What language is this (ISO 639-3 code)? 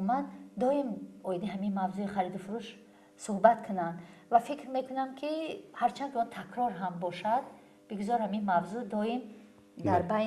tgk